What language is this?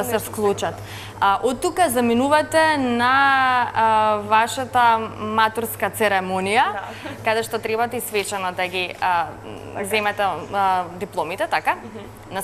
Macedonian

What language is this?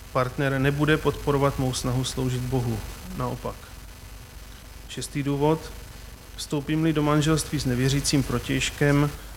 Czech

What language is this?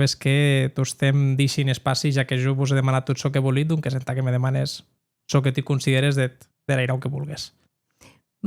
Occitan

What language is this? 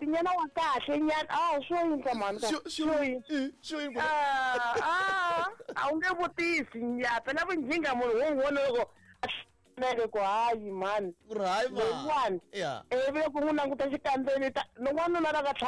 Tsonga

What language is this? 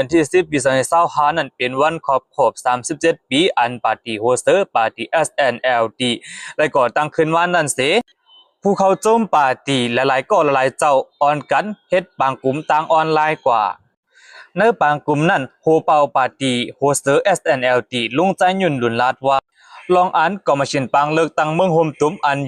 Shan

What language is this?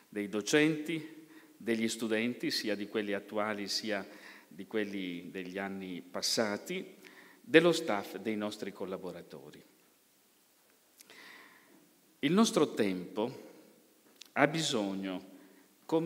Italian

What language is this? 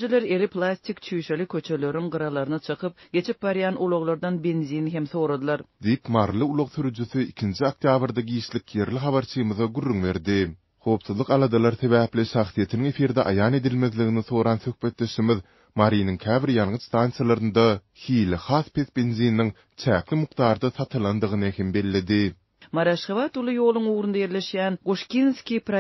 Turkmen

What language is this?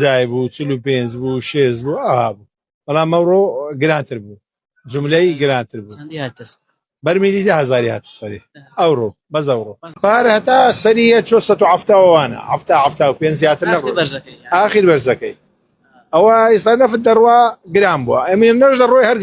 Central Kurdish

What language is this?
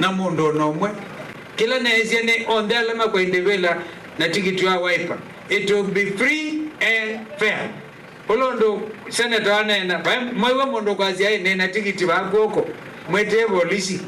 Kamba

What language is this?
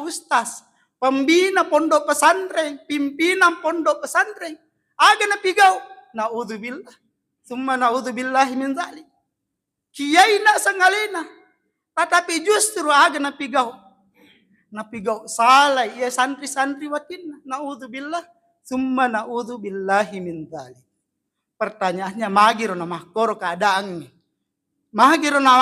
Buginese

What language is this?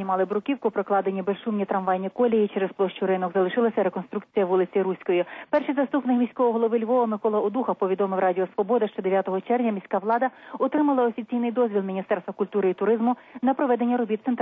Ukrainian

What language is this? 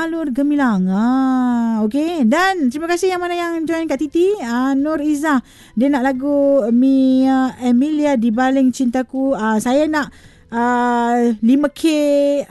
Malay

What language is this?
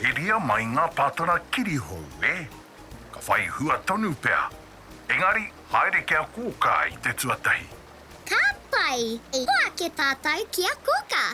Māori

